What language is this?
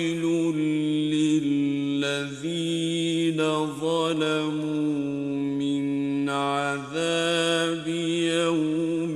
Arabic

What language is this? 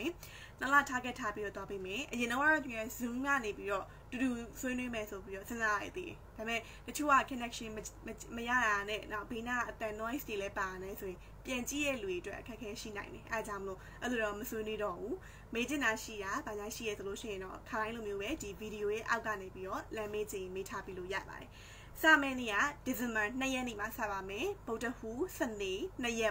Burmese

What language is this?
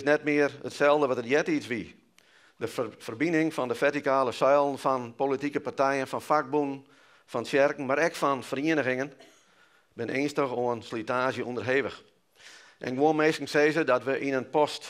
Western Frisian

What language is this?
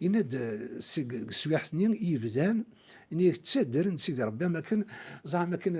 Kabyle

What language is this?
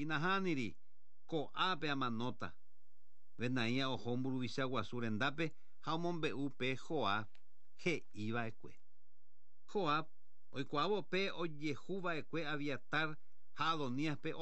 Guarani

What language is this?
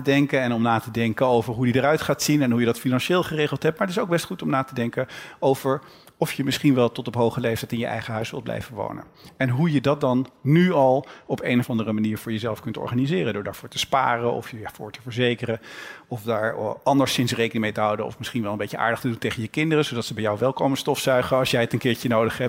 Dutch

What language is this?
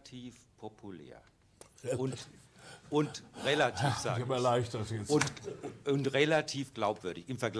German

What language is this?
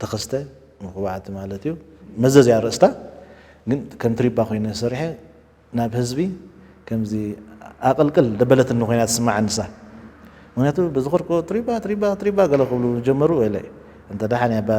Tigrinya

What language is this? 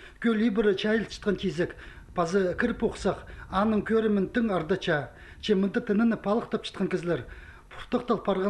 Khakas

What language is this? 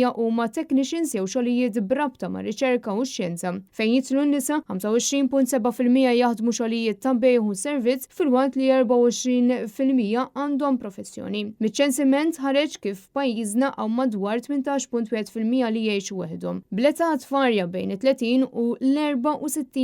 Maltese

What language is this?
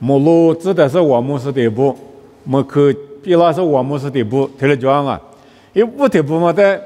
Lisu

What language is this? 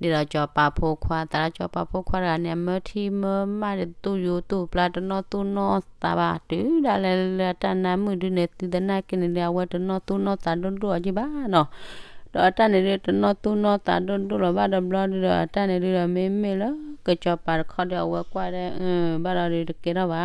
S'gaw Karen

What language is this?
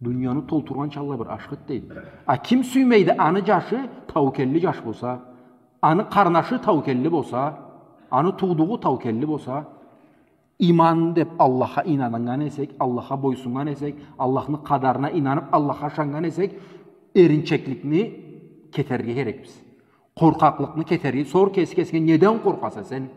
Karachay-Balkar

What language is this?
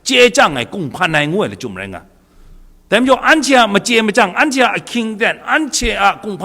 Kachin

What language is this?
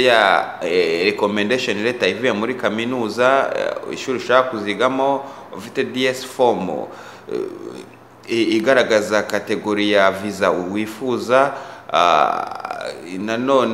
Kinyarwanda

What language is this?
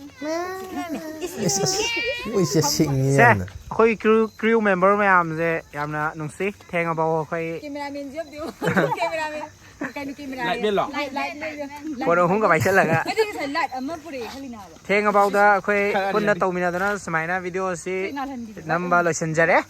Manipuri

